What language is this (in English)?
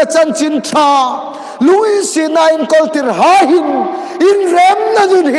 Hmar